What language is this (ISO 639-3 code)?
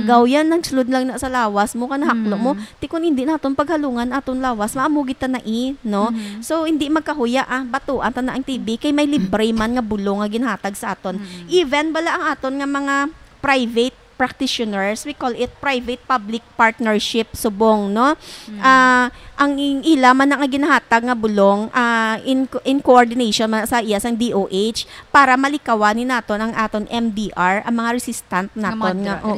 hil